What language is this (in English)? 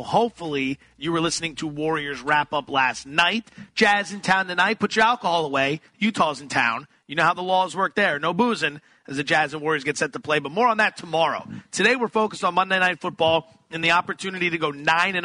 English